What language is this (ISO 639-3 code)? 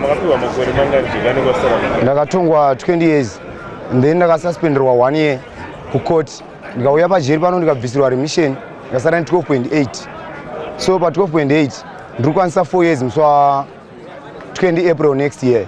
sna